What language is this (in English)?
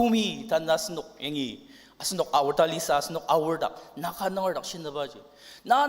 Ao Naga